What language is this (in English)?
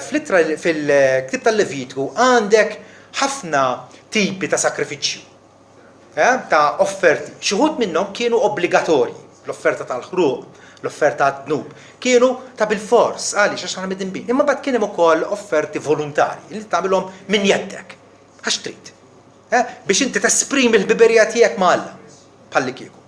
Maltese